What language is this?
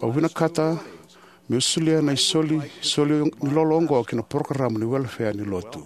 Fijian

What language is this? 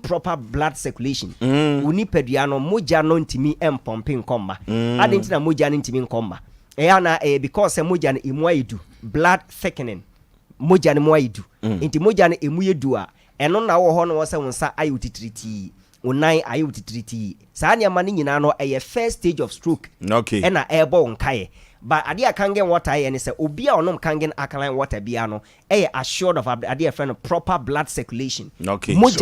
Akan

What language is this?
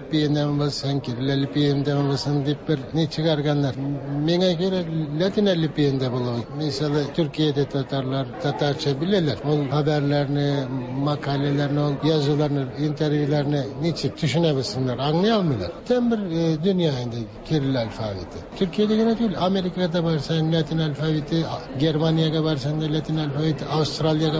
Tatar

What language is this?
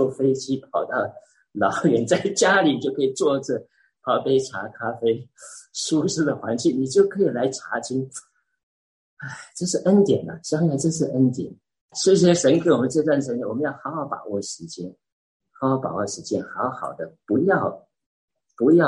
Chinese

